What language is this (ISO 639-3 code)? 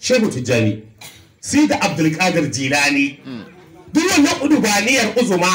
hau